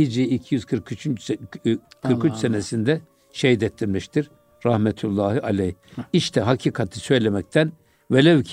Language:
Turkish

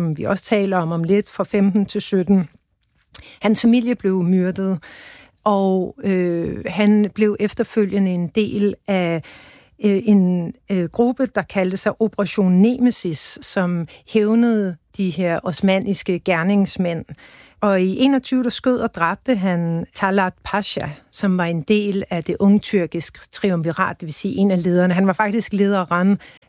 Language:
Danish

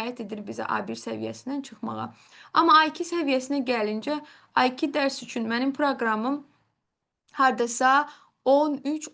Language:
Azerbaijani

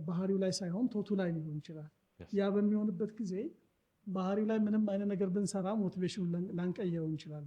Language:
Amharic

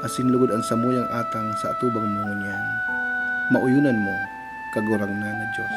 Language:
Bikol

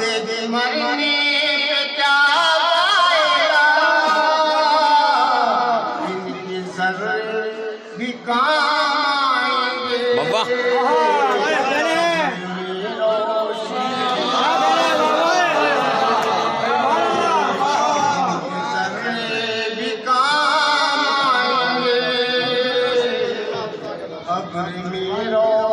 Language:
Hindi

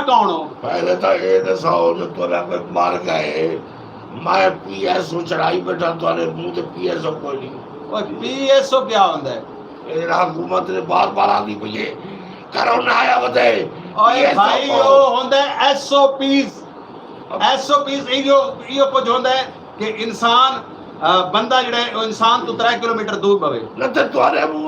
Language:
Saraiki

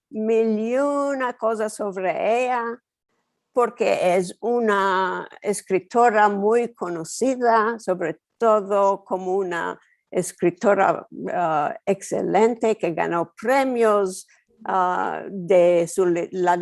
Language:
Ladino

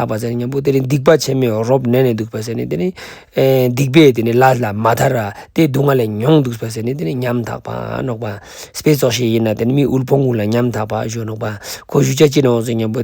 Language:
Ladakhi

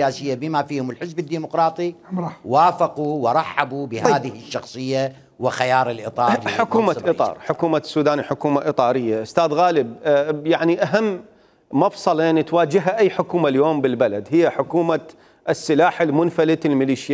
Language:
Mesopotamian Arabic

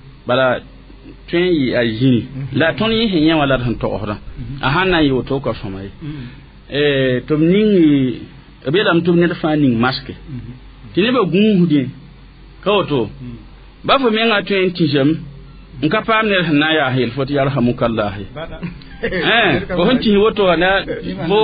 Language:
Mossi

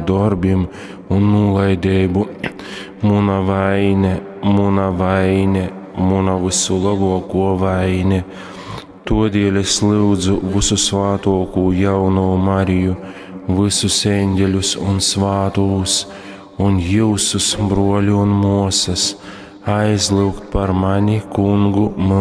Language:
Latgalian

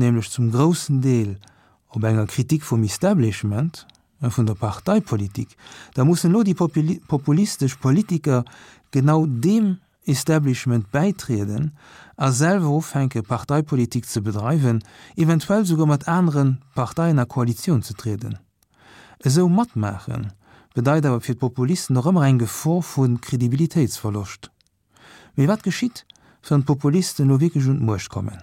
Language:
Luxembourgish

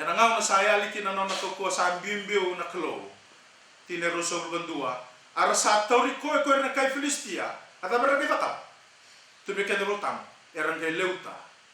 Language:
Fijian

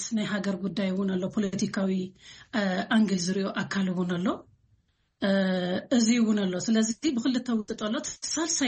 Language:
Tigrinya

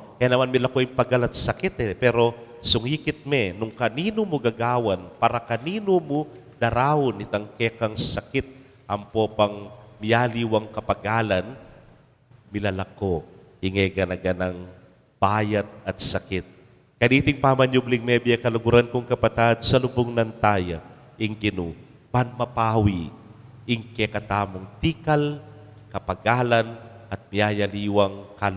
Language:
Pampanga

